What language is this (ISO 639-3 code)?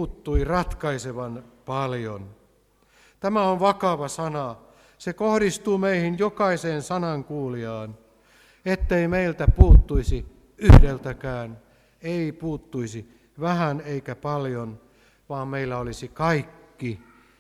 fin